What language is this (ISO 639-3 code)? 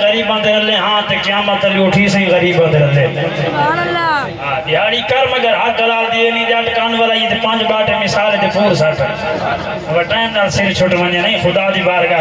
skr